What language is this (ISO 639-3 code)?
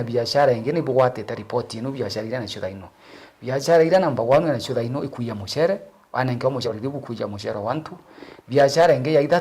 mer